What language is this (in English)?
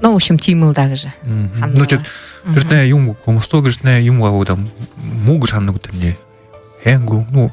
Buriat